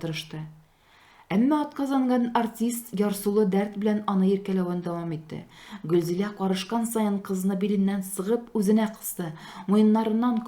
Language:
Tatar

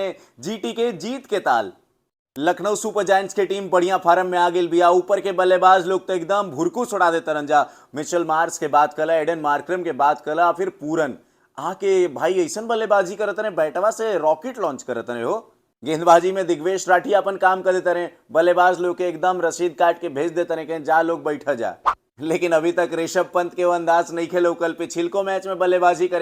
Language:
Bhojpuri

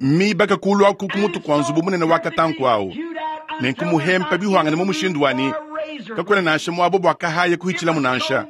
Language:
Luba-Lulua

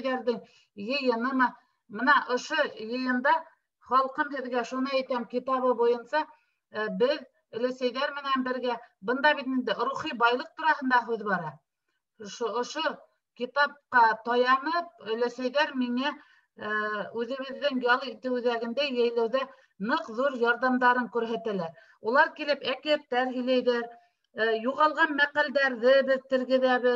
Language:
Bashkir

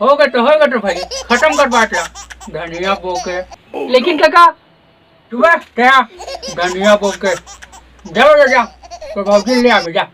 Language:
Chhattisgarhi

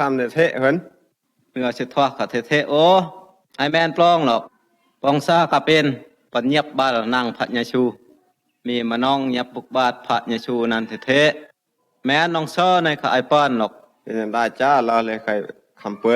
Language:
Phai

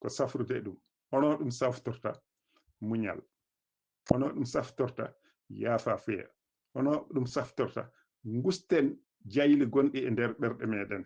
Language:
Fula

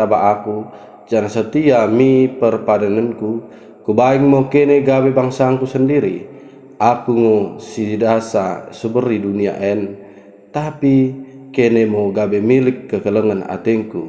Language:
Batak Dairi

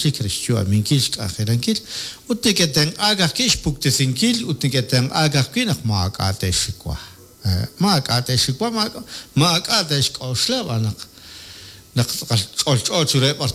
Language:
Kekchí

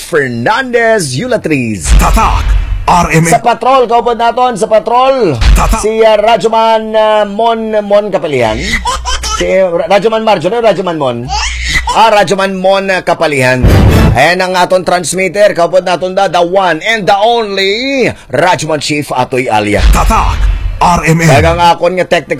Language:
Hiligaynon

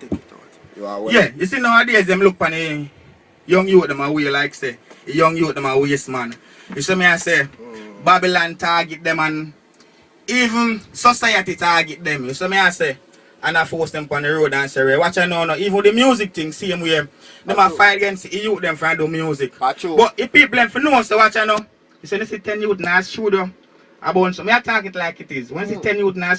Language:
Jamaican Creole English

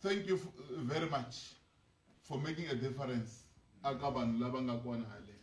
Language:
Tsonga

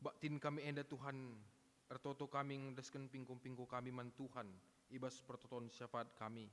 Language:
Batak Karo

